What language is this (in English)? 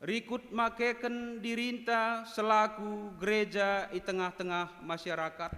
Batak Karo